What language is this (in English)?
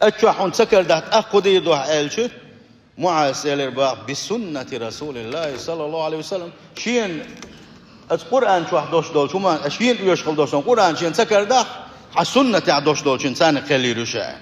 Chechen